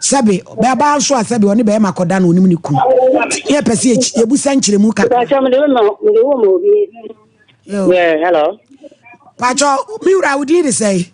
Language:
Akan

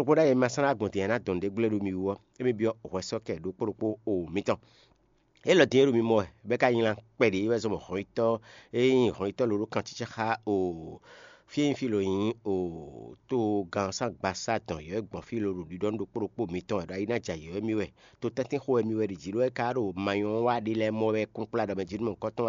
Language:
Fon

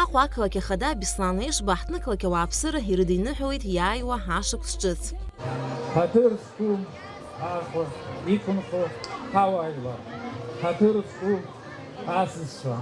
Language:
Abkhazian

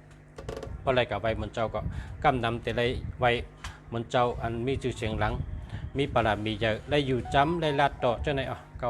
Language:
Shan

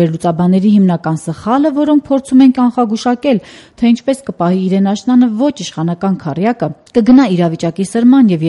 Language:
Armenian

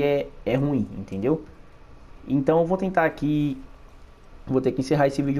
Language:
Portuguese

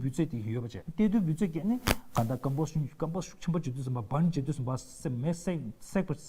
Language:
Tibetan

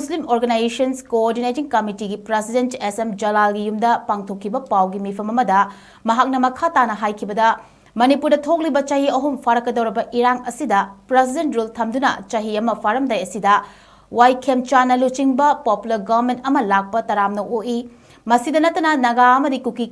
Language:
Manipuri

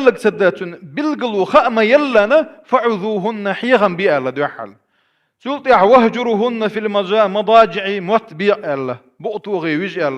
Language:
Chechen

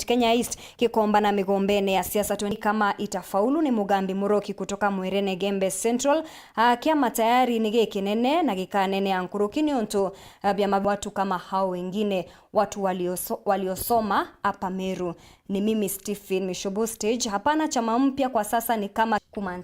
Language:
Meru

